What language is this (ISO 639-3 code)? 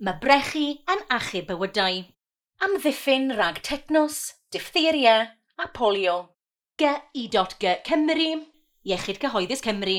cym